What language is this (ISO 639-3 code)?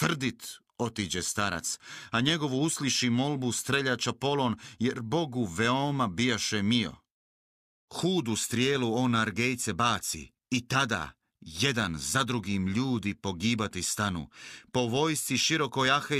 hrv